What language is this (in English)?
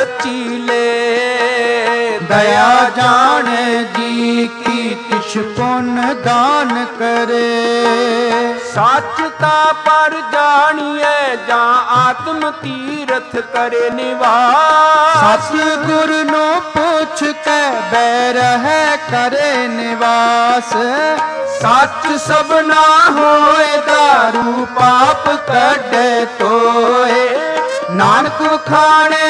Punjabi